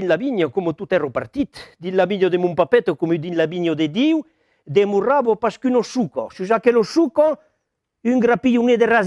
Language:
Occitan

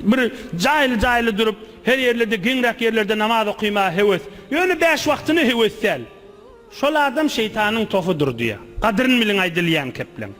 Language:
Turkmen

